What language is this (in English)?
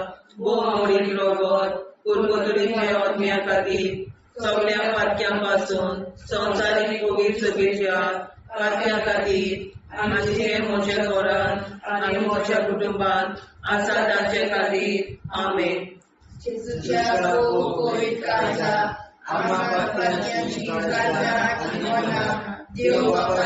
Konkani